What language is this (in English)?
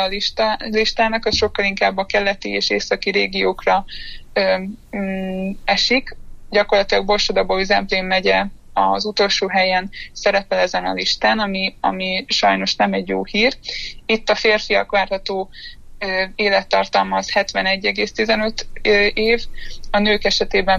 Hungarian